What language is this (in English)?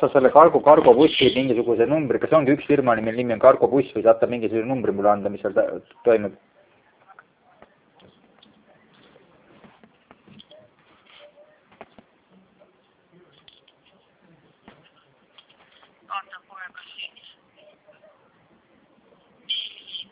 Estonian